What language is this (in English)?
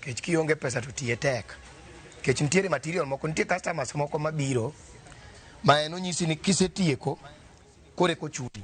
Luo (Kenya and Tanzania)